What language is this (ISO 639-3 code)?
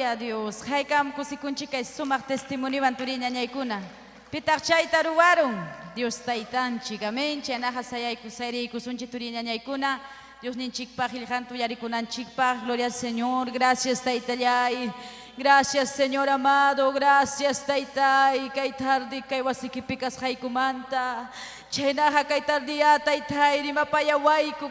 quy